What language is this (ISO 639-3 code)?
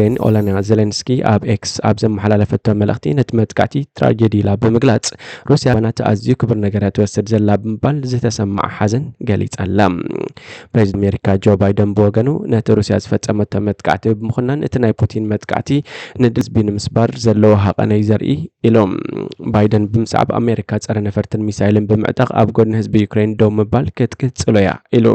tir